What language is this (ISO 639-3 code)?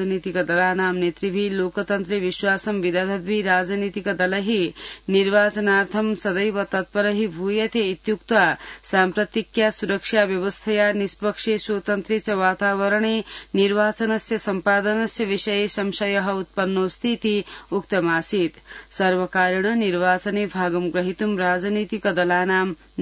san